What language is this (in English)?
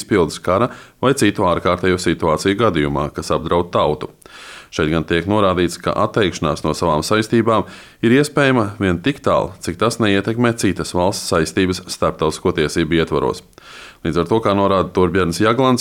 Latvian